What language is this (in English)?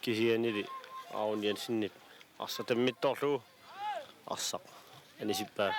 Kalaallisut